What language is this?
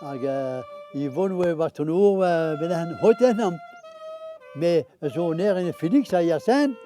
Breton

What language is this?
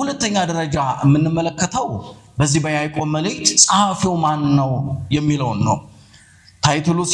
Amharic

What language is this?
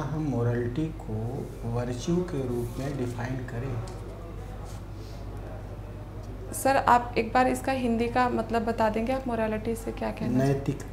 Hindi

